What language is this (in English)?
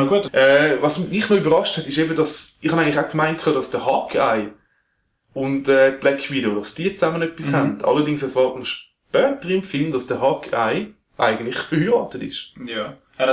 Swiss German